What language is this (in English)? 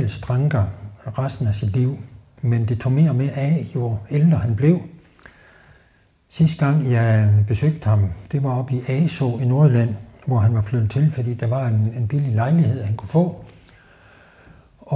Danish